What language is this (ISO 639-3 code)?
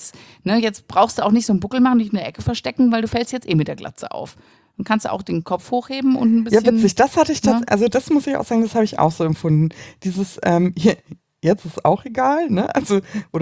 deu